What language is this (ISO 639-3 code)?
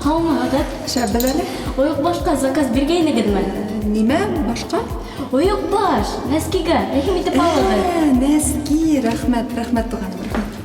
bak